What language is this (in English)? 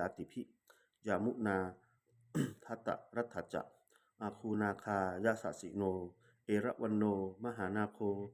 Pali